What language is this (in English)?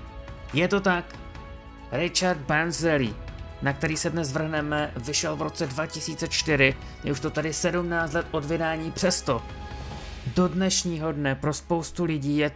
Czech